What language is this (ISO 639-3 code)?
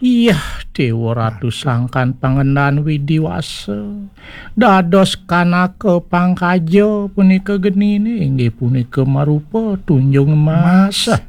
ban